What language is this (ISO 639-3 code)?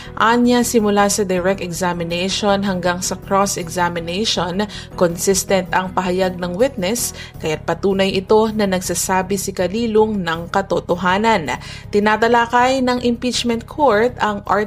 fil